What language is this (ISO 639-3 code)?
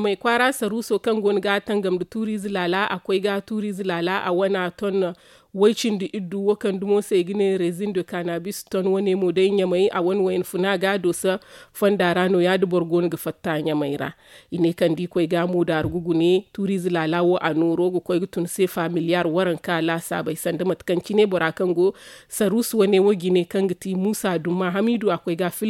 dje